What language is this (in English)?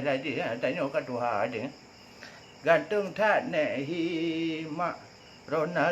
Achinese